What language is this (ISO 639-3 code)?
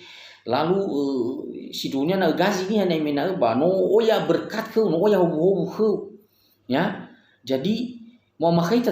nia